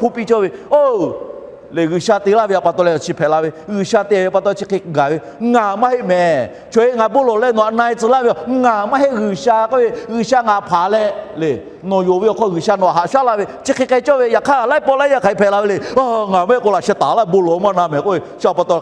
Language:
Lahu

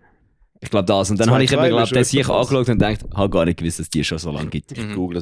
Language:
Swiss German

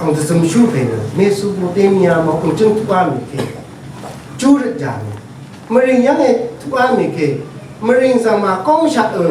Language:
Rawang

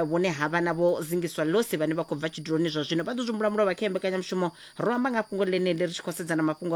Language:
Venda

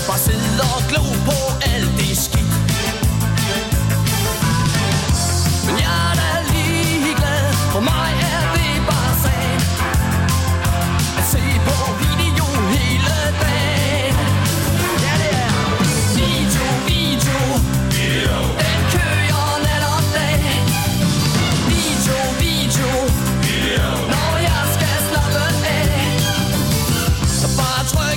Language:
Danish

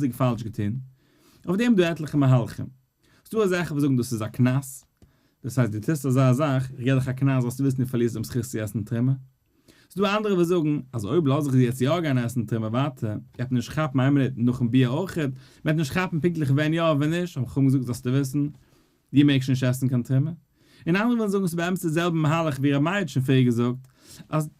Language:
Yiddish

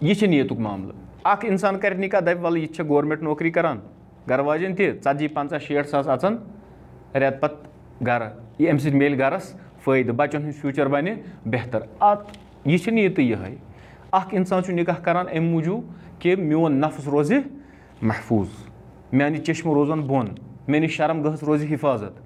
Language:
Kashmiri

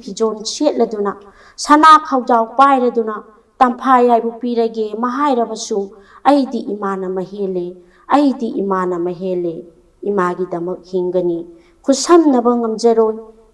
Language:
Manipuri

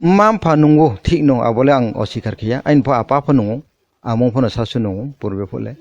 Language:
Kok Borok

